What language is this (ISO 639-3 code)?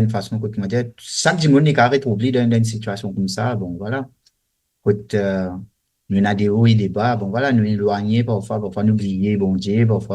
mfe